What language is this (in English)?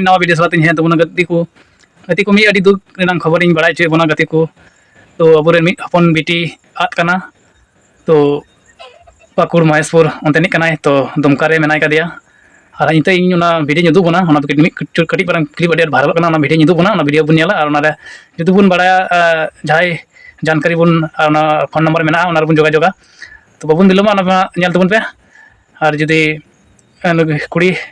Santali